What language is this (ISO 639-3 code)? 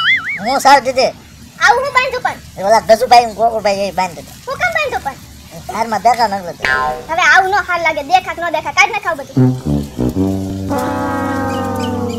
guj